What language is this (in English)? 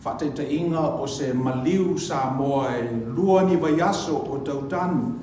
Samoan